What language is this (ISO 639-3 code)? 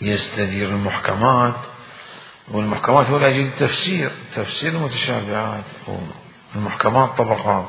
acm